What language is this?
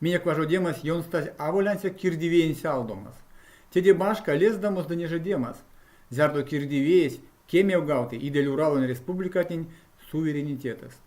Erzya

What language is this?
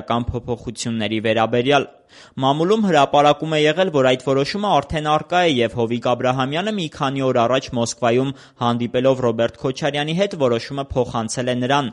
Armenian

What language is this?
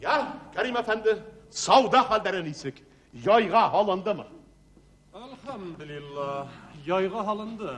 Bashkir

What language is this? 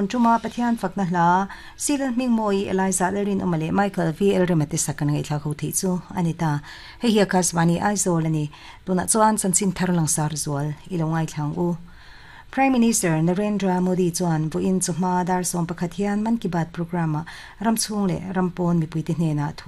Mizo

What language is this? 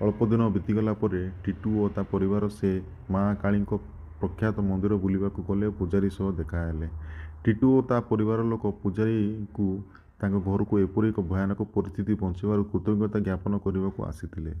Odia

